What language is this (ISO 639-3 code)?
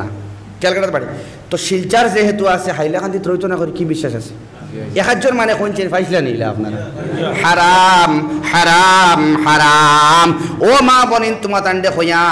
syl